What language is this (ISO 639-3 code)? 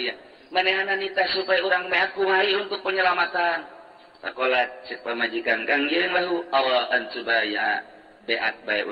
sun